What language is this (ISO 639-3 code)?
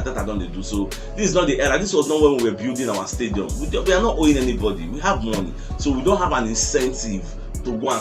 pcm